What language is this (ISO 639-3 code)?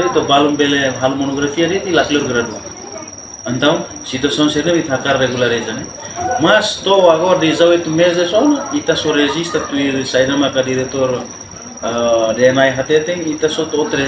tet